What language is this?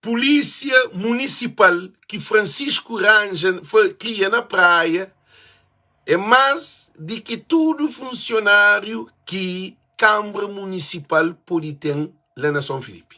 Kabuverdianu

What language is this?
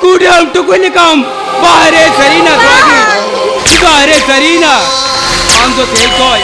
Santali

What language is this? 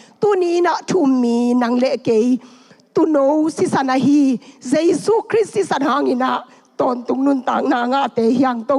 Tedim Chin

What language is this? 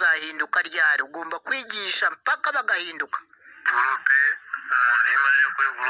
Kinyarwanda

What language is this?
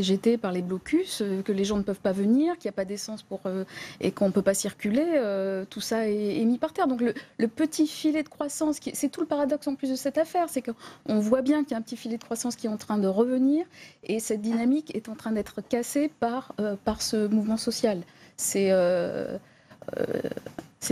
French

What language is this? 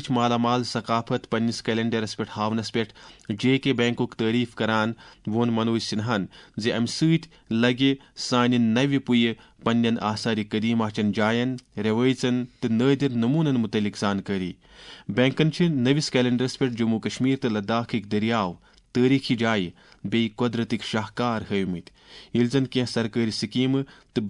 Kashmiri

